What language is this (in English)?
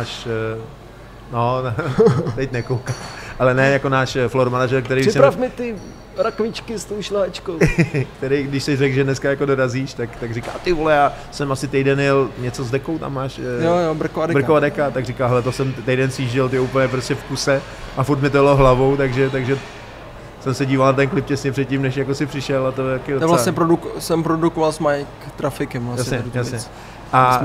Czech